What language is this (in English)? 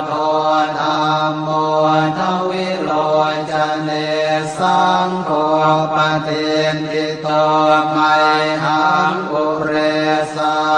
Pali